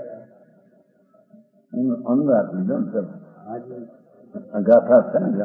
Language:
Gujarati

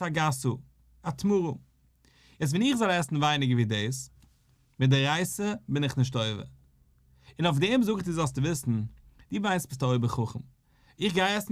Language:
Yiddish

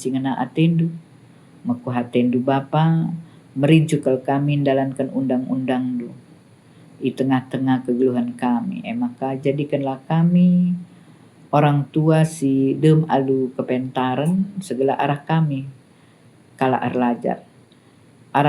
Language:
Batak Karo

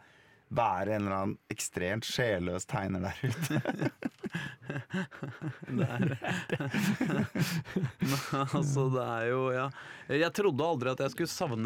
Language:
Norwegian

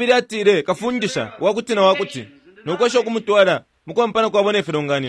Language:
Bemba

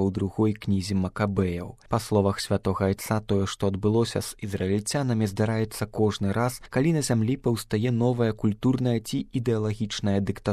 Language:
Belarusian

